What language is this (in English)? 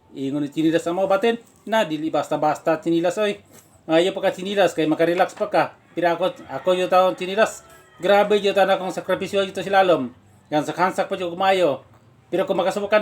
Cebuano